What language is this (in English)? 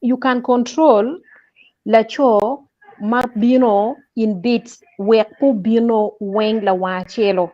Acoli